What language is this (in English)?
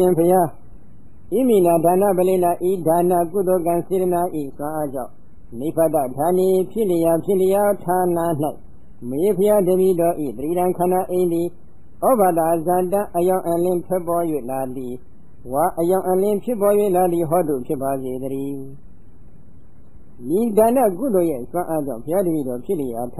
Burmese